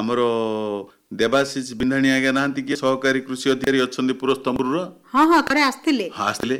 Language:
Odia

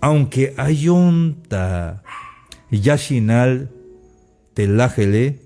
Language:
Tzeltal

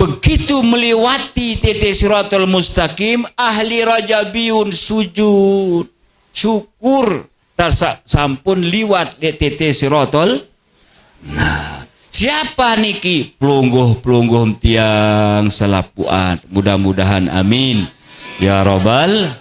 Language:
Sasak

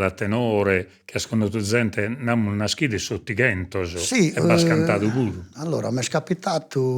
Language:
Sardinian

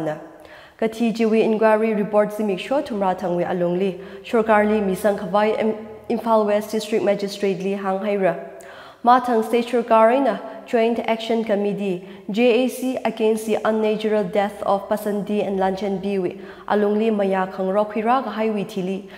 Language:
Tangkhul Naga (India)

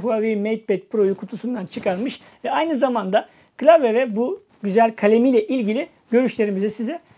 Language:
Turkish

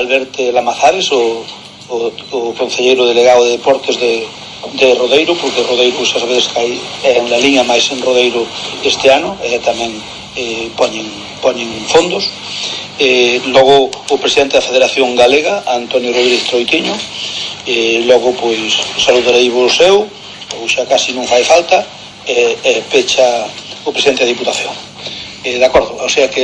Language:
Galician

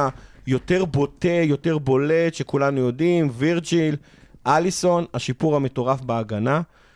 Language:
Hebrew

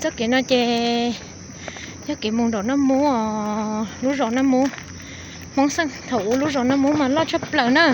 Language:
Hmong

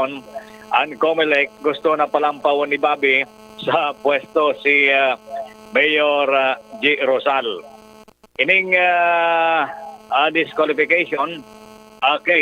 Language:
Bikol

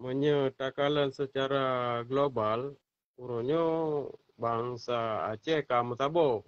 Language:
Achinese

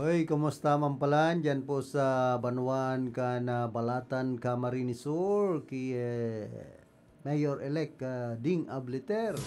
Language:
Bikol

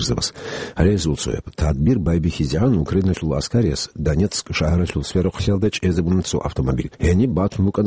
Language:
Avaric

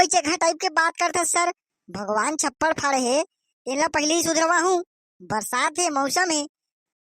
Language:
Chhattisgarhi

